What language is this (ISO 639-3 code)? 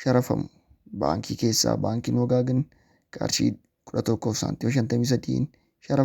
orm